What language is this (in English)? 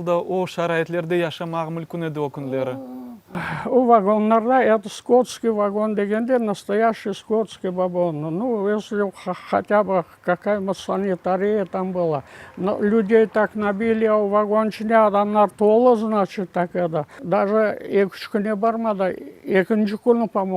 Crimean Tatar